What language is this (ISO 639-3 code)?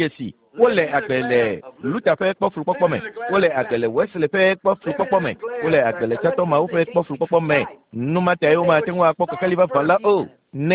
ewe